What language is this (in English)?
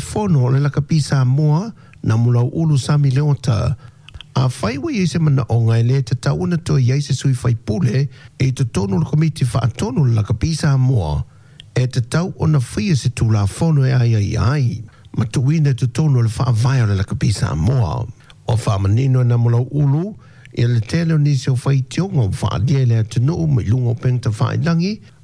Samoan